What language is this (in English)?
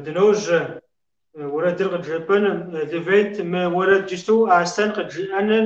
Kabardian